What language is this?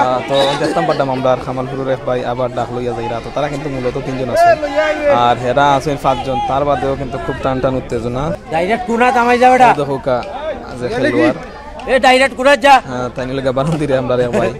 Sylheti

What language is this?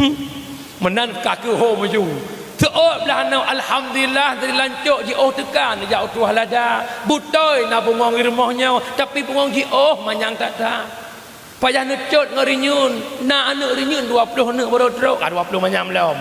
Achinese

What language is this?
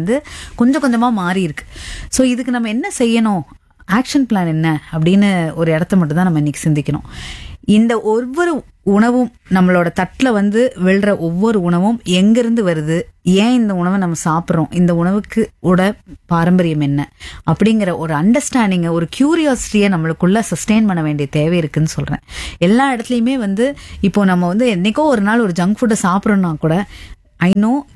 Tamil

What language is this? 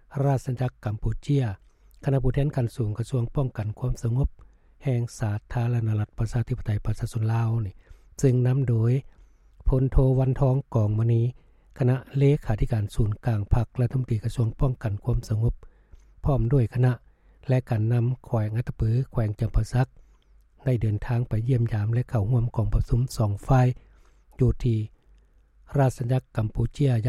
Lao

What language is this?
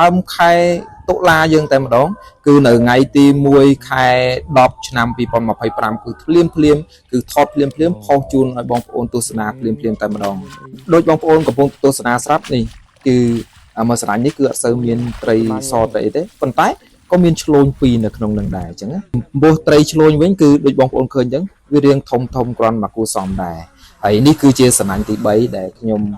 Khmer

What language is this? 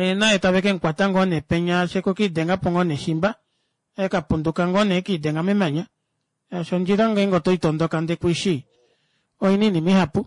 Kuanyama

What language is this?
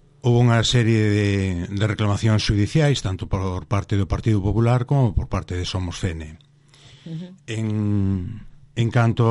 Galician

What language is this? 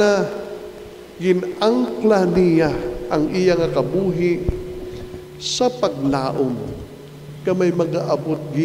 Hiligaynon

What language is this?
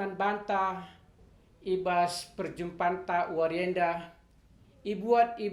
Batak Karo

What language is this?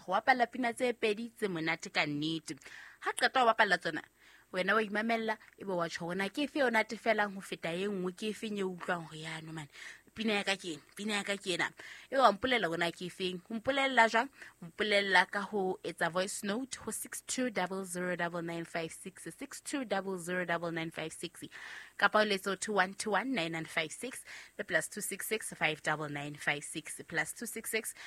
Southern Sotho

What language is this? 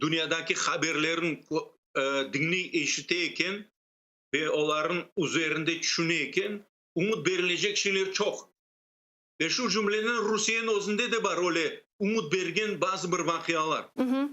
Crimean Tatar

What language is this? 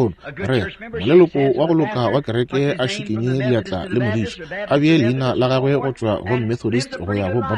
Northern Sotho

